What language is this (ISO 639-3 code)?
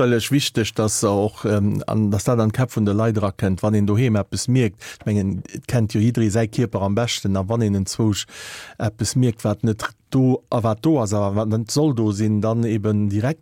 ltz